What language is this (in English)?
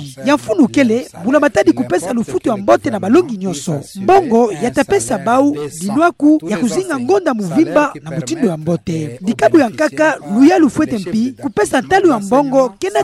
Kituba (Democratic Republic of Congo)